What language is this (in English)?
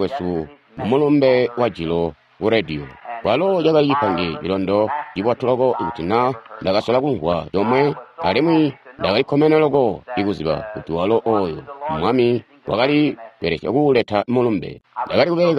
Tonga (Zambia)